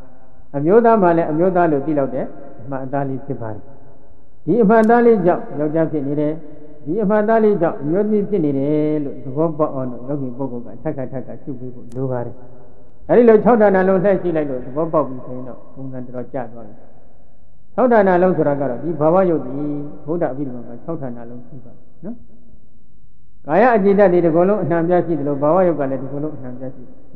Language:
Burmese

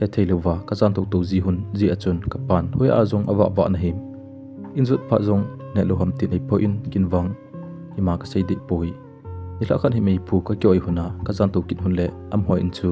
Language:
Thado Chin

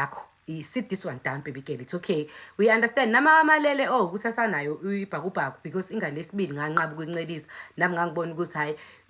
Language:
Zulu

